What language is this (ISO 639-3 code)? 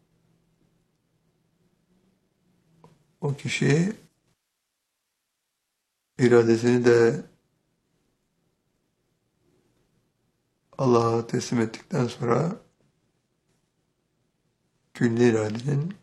tur